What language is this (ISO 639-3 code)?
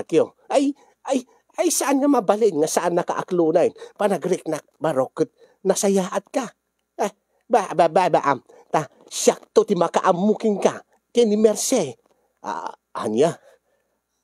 ilo